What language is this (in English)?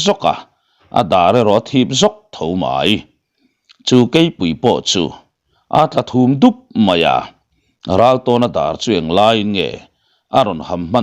Mizo